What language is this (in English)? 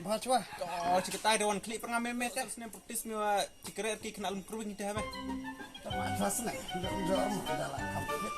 Khasi